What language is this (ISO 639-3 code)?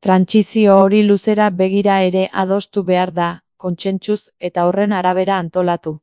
eus